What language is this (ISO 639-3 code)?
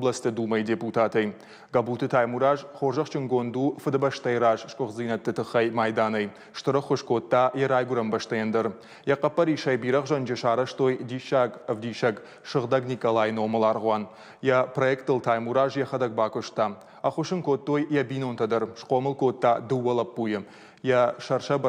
oss